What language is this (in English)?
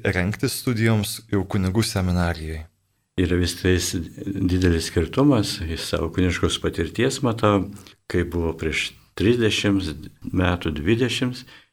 Lithuanian